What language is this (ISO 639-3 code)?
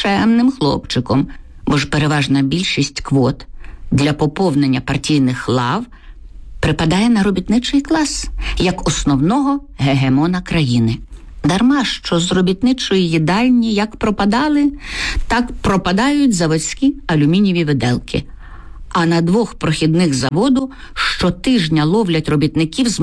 ukr